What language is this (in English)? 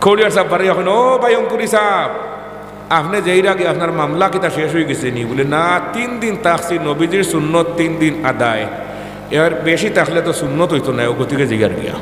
Sylheti